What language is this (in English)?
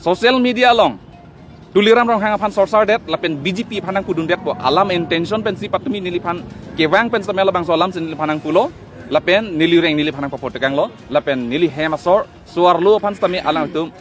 Karbi